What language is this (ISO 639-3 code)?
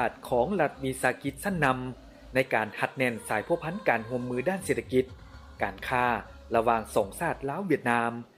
lao